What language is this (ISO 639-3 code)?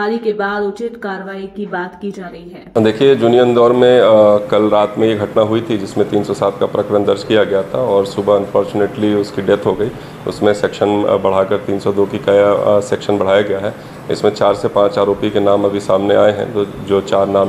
hin